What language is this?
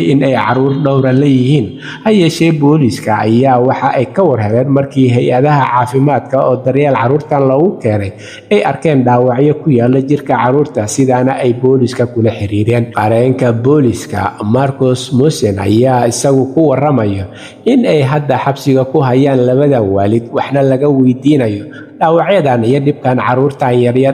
Somali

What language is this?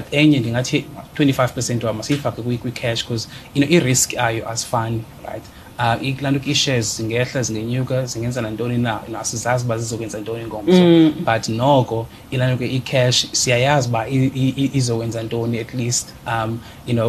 Xhosa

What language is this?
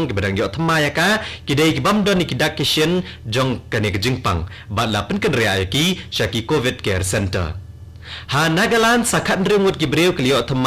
Khasi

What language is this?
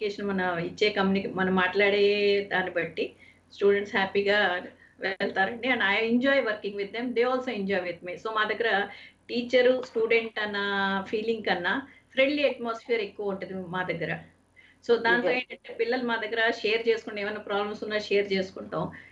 Telugu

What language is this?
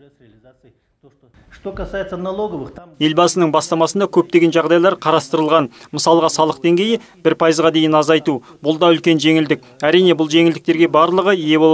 Kazakh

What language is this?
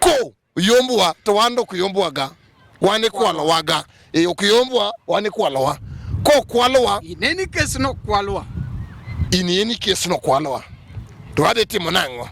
Luo (Kenya and Tanzania)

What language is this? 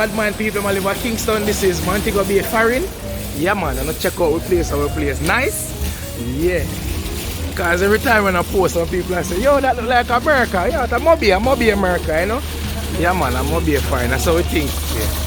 Jamaican Creole English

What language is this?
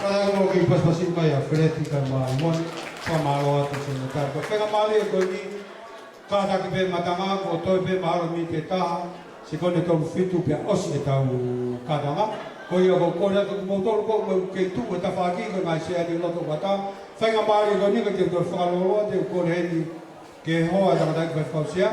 Tongan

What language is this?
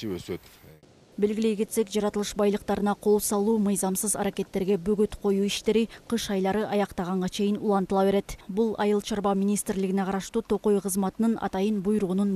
Kyrgyz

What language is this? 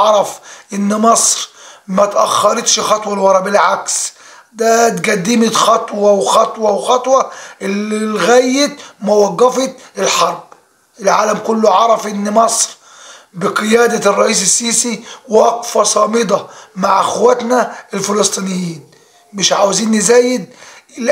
Egyptian Arabic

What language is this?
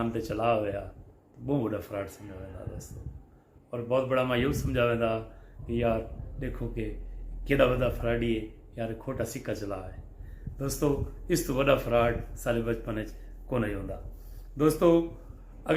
Saraiki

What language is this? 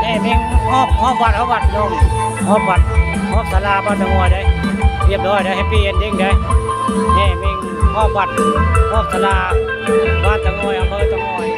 Northeastern Thai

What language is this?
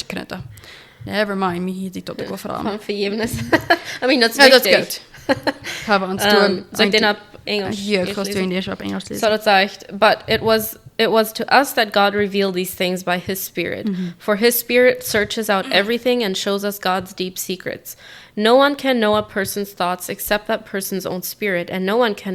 Plautdietsch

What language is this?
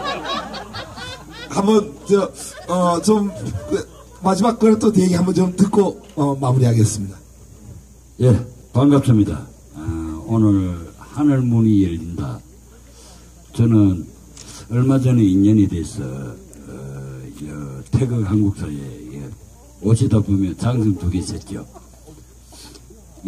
Korean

